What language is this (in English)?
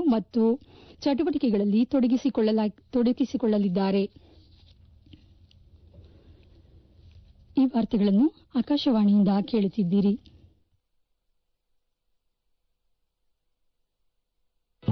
Kannada